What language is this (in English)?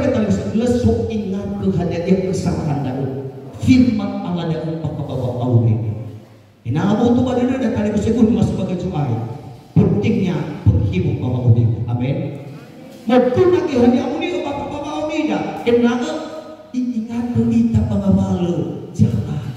Nias